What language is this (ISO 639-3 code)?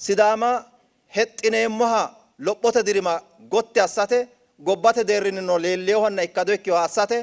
sid